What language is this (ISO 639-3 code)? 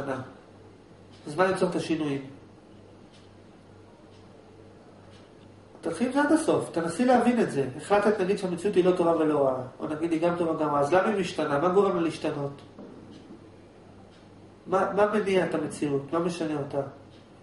heb